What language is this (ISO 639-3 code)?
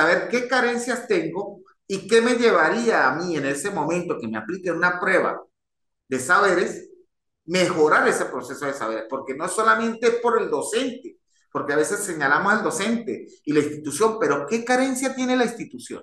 spa